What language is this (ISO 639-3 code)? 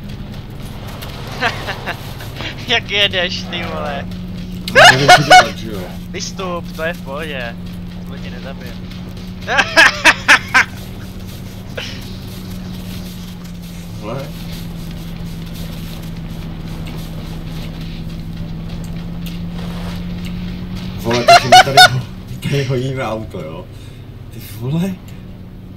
ces